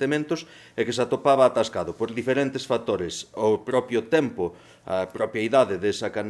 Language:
Galician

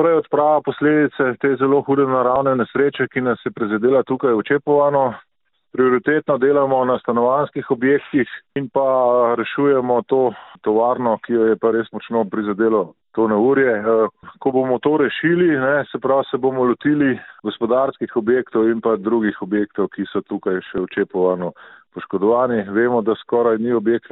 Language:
Slovenian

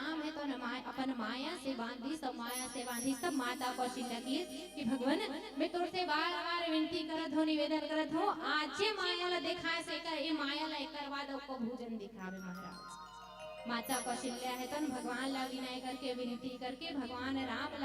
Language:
Chhattisgarhi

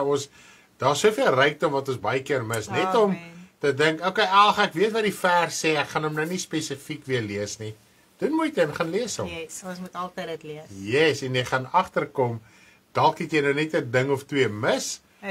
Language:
Afrikaans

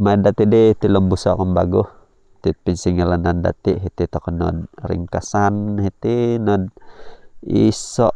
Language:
Central Dusun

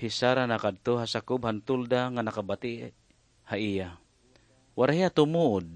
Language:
Waray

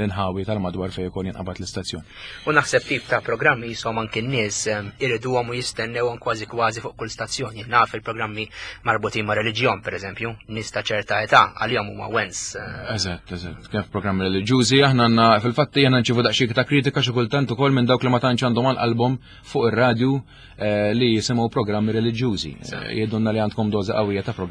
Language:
Maltese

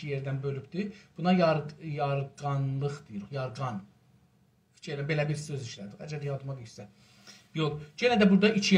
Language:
South Azerbaijani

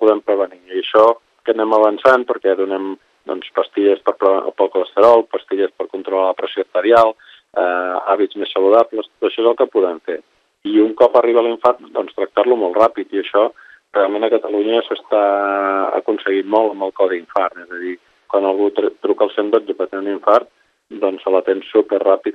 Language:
Catalan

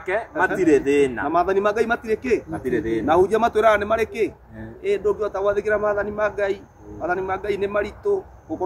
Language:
Kikuyu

